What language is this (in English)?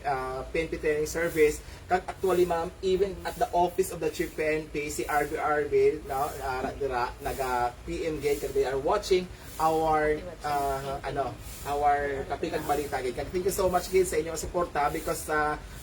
Hiligaynon